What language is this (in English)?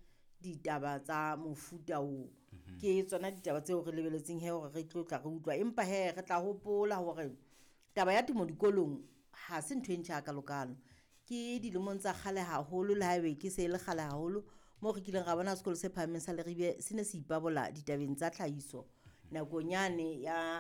Southern Sotho